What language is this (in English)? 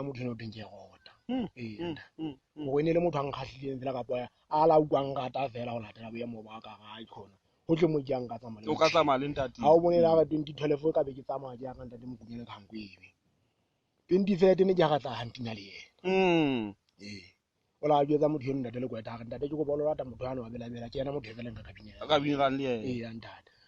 Southern Sotho